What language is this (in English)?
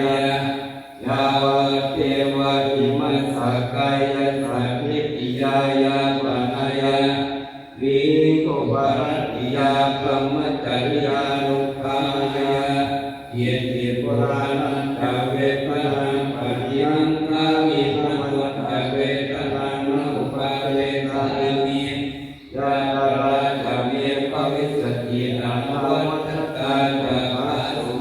Pali